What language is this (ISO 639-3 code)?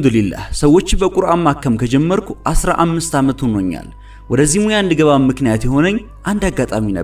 amh